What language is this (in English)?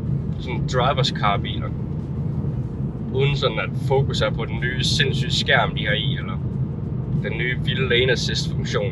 Danish